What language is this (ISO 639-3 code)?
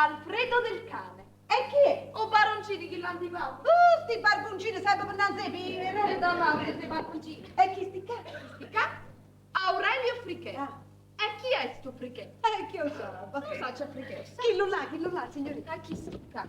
nap